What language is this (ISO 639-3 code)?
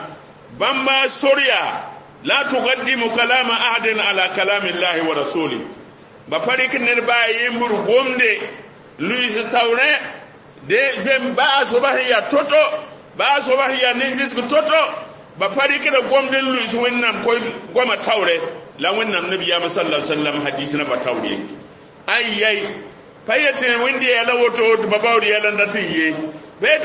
mos